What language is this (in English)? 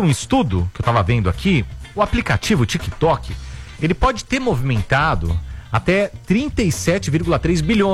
Portuguese